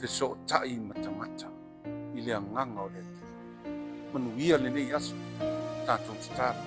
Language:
Samoan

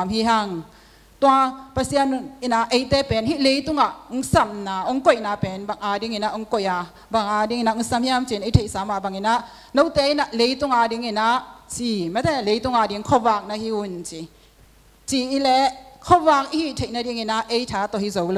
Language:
Tedim Chin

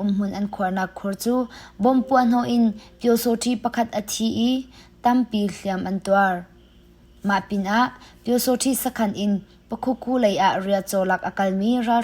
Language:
Hakha Chin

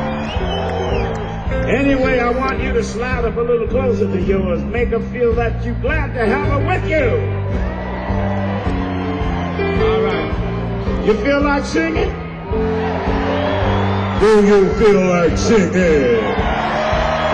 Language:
English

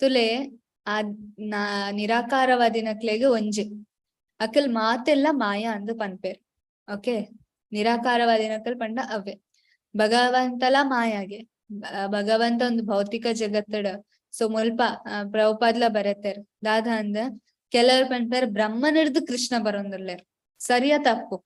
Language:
Tulu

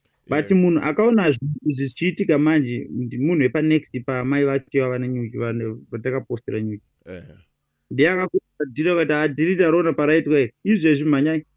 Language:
Shona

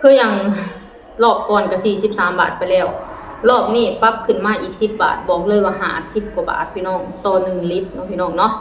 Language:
Lao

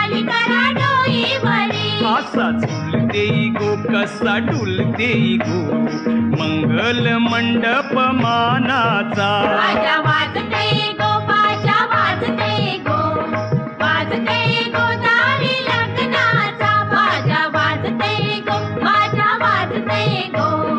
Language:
Marathi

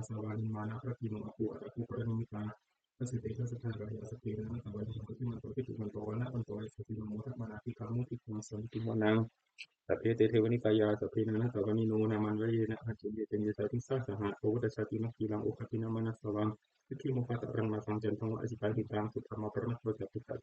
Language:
Pali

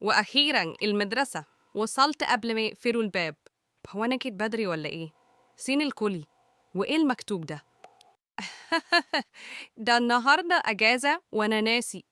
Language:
Egyptian Arabic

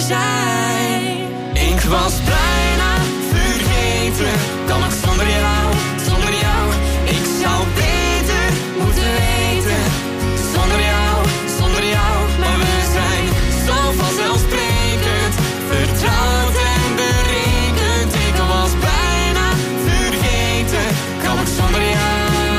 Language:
Dutch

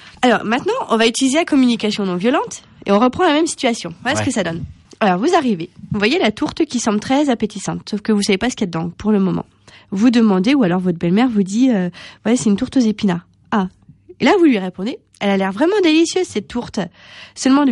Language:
French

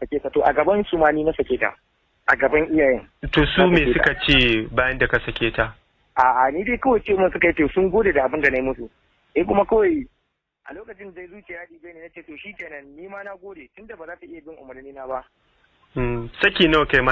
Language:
Hausa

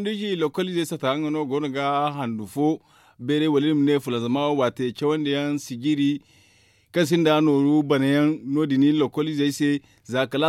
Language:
Zarma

